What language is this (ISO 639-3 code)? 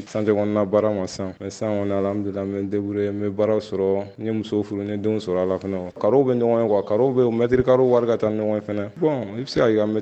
bam